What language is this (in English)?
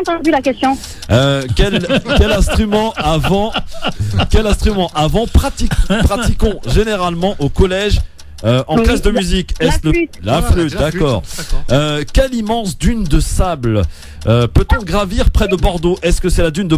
French